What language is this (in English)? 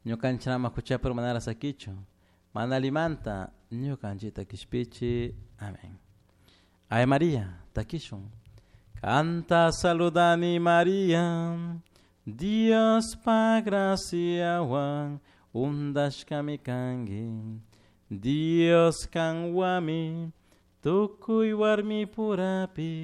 Chimborazo Highland Quichua